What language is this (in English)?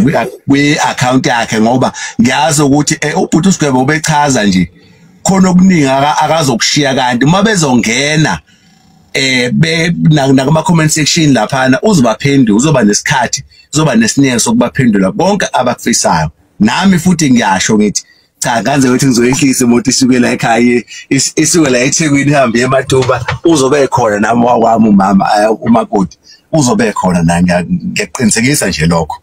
Zulu